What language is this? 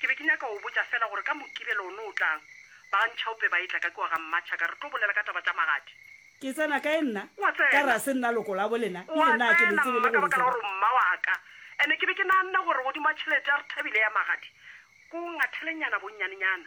Northern Sotho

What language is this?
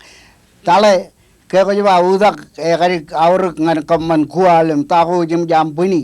Marshallese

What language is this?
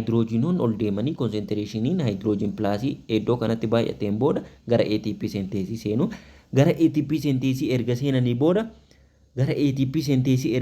Oromo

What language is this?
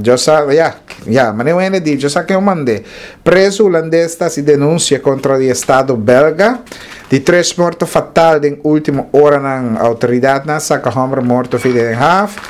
Papiamento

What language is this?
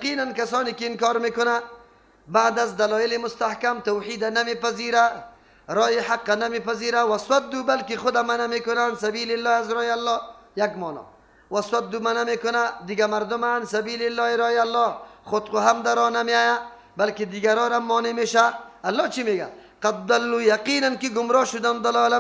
Persian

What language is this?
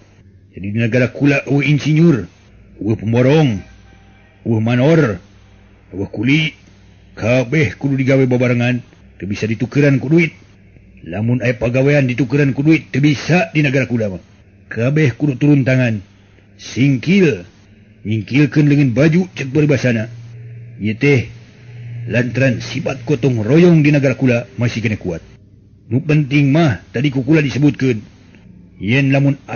Sundanese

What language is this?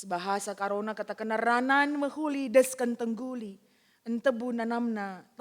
Batak Karo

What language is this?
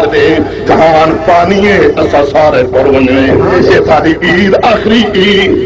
Saraiki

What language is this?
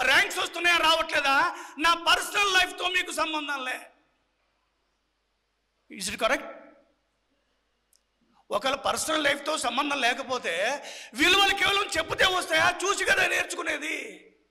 Telugu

